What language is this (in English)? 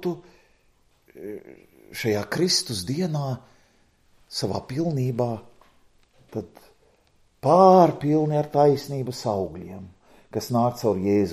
Latvian